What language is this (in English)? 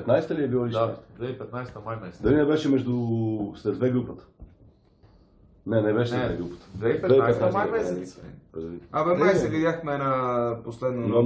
Bulgarian